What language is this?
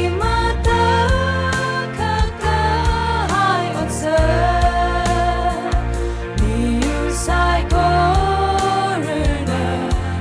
Tangkhul Naga (India)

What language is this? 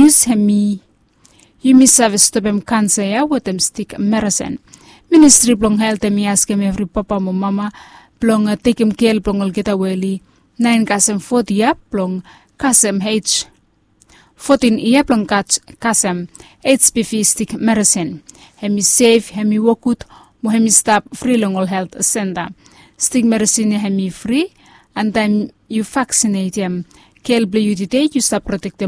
Bislama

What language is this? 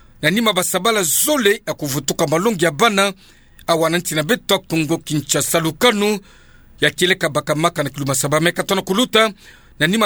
Kituba (Democratic Republic of Congo)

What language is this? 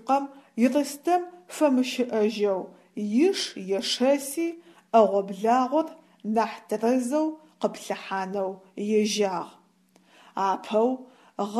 Adyghe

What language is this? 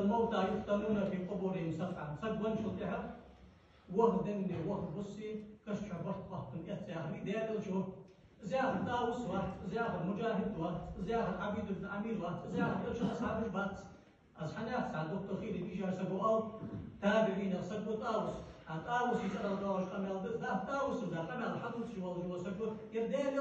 Ingush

